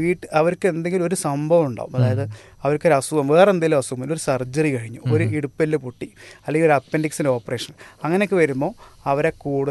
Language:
Malayalam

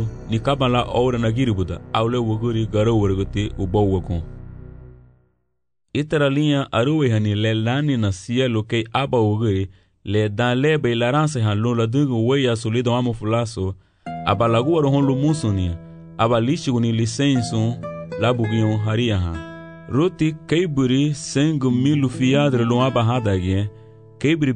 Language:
Garifuna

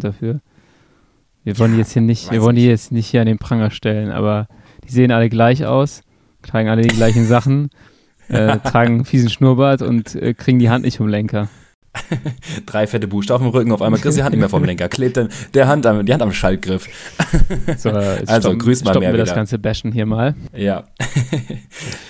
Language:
German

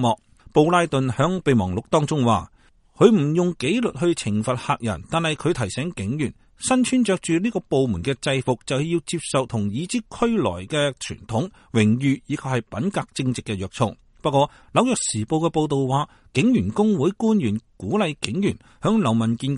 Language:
Cantonese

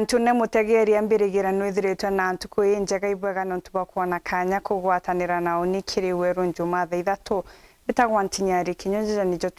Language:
Meru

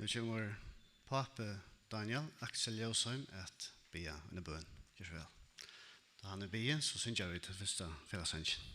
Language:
Faroese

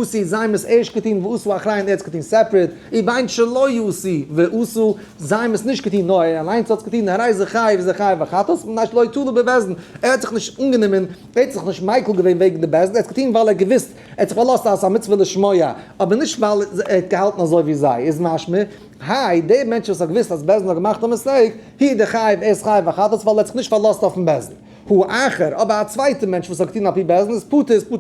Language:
Yiddish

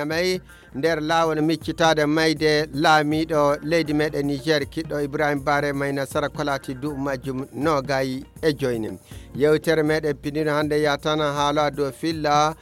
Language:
Fula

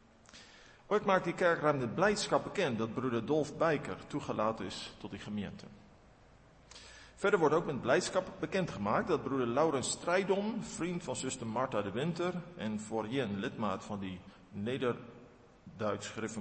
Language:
Afrikaans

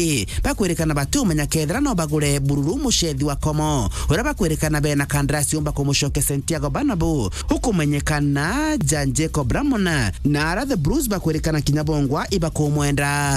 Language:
Meru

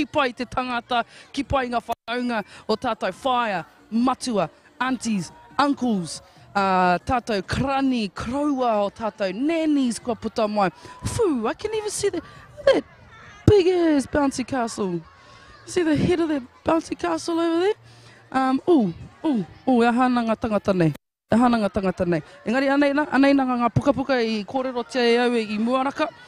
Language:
Māori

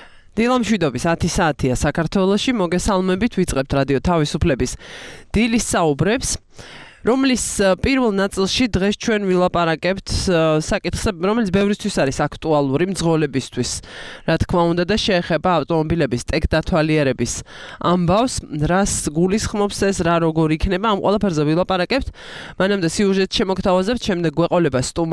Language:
Georgian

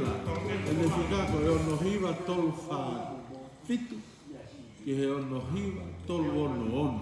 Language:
Tongan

